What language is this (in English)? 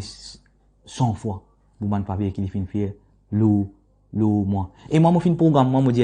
Morisyen